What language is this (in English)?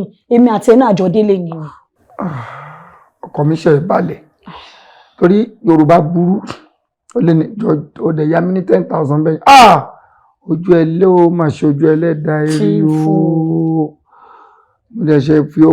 Yoruba